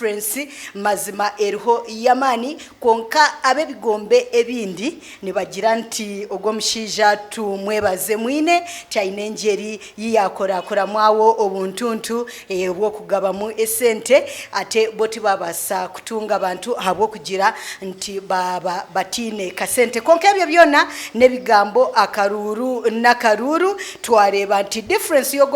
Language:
Nyankole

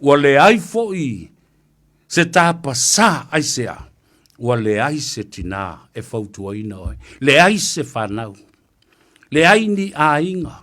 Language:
Samoan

